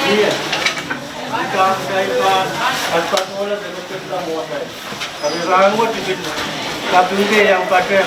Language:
Pohnpeian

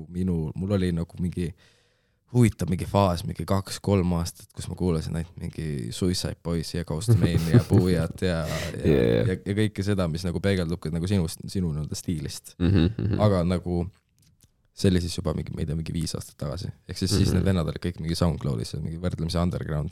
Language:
Estonian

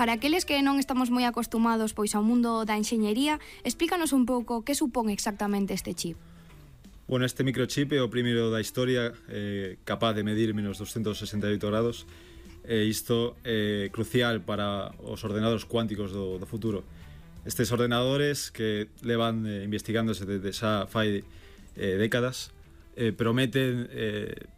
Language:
Galician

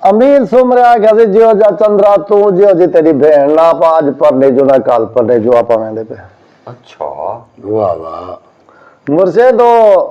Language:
Saraiki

